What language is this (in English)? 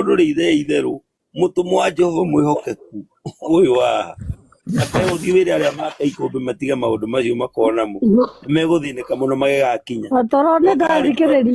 Kikuyu